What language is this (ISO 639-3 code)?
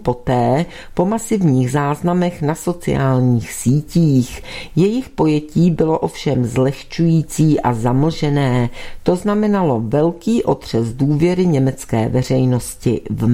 ces